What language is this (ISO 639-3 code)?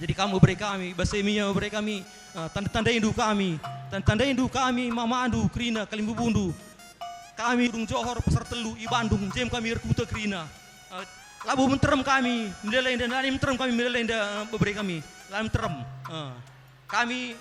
btx